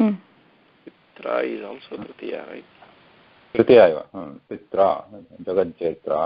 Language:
Sanskrit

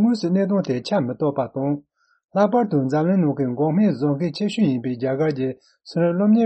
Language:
Tibetan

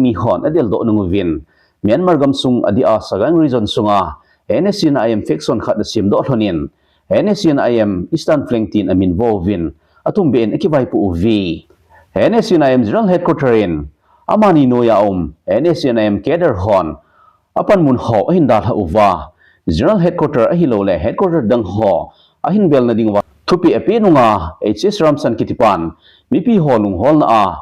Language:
Thado Chin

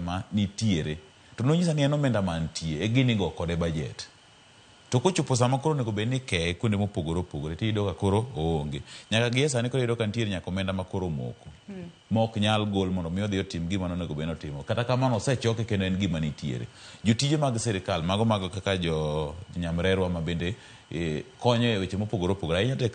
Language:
Luo (Kenya and Tanzania)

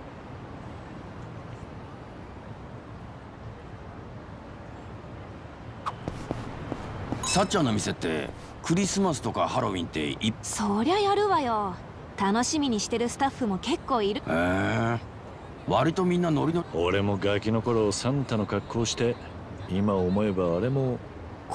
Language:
Japanese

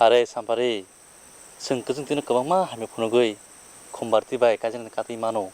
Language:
Kok Borok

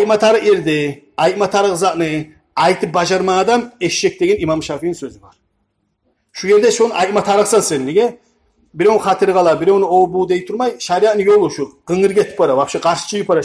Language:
Kumyk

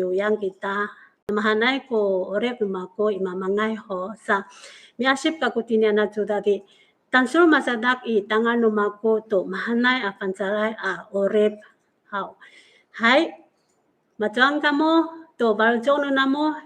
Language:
Amis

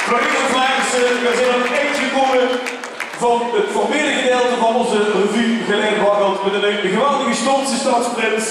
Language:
Limburgish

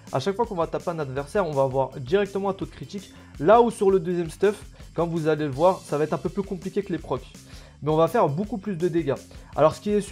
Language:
French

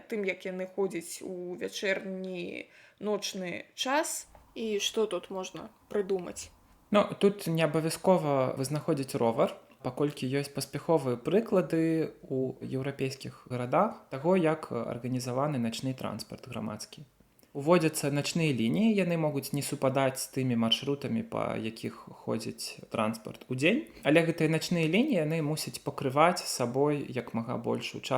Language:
Belarusian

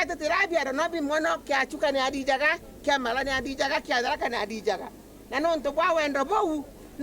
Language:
Meru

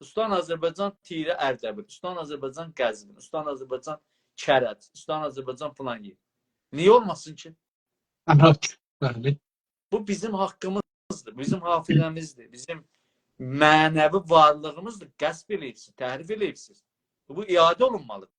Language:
South Azerbaijani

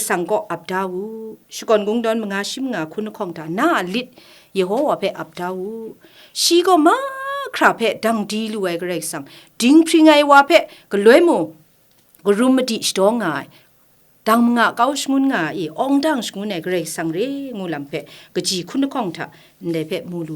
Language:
Kachin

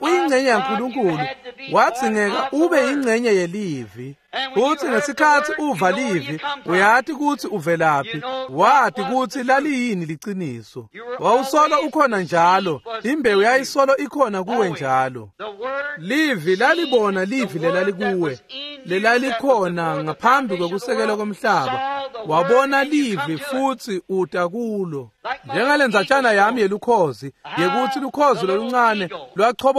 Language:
Swati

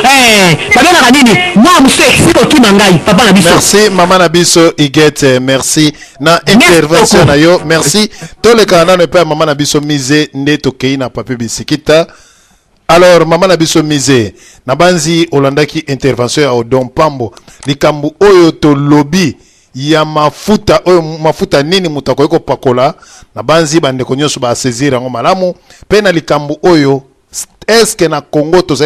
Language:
Lingala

